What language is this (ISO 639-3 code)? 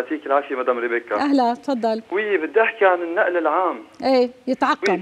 apc